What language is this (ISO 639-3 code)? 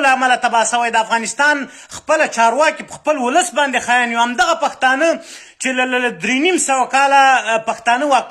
pus